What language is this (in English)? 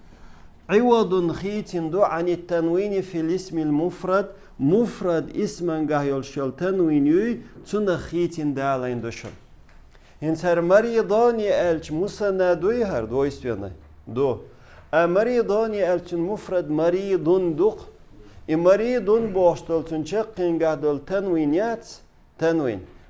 Chechen